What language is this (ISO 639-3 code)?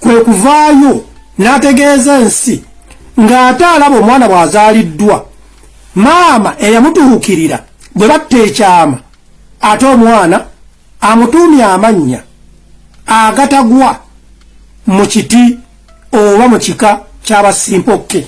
lug